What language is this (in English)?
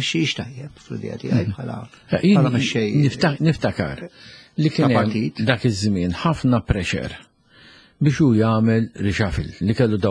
Maltese